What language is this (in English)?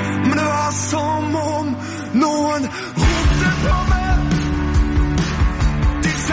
Norwegian